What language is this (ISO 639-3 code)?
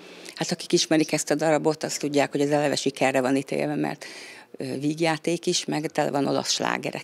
hun